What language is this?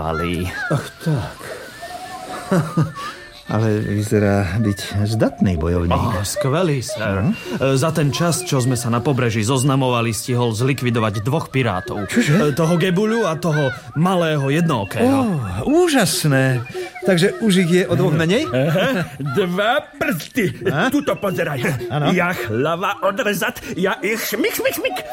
Slovak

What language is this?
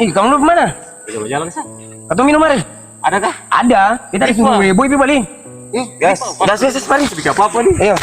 Ambonese Malay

